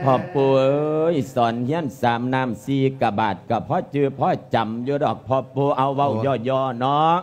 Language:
Lao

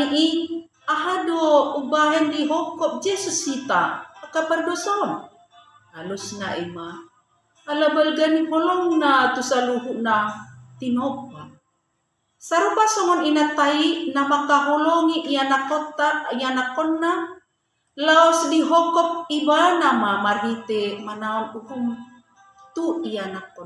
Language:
Batak Toba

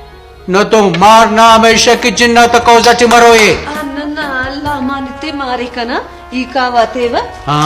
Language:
Brahui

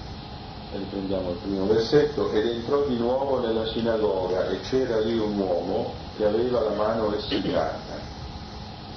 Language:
Italian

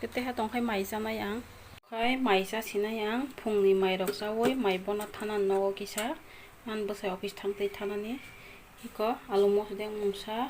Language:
Kok Borok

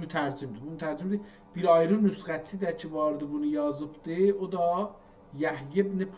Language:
South Azerbaijani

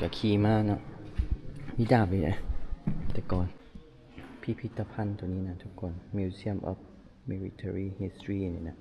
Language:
Lao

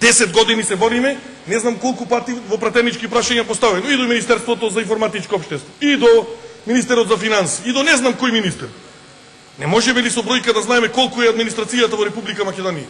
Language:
Macedonian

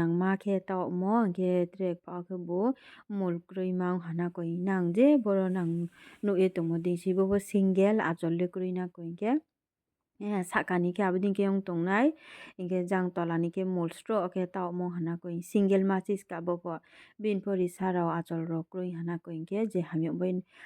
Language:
Riang (India)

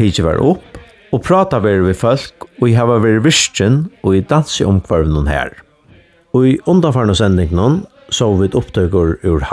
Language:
Faroese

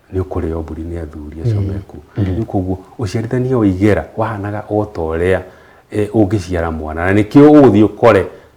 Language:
Kikuyu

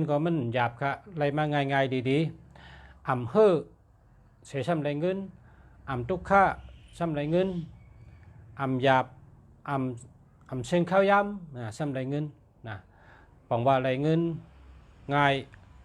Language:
Shan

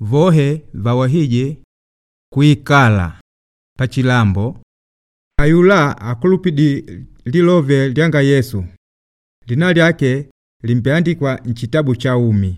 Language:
Makonde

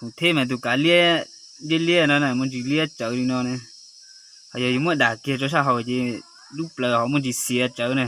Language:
Hmong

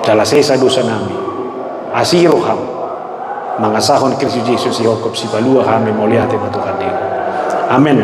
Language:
Batak Toba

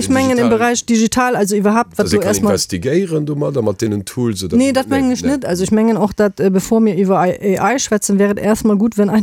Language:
Luxembourgish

